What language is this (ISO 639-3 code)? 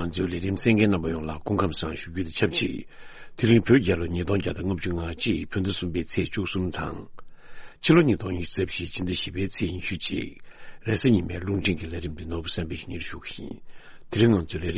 bod